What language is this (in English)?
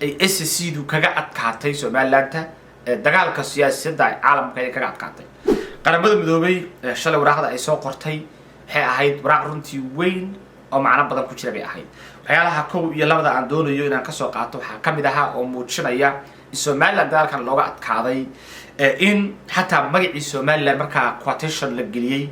Somali